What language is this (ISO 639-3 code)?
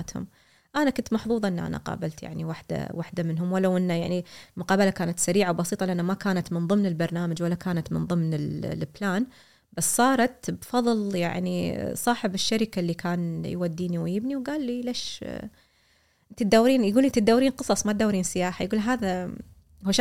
afb